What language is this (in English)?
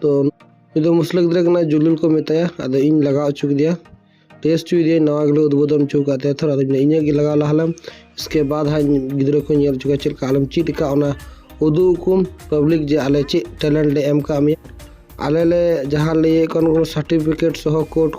Santali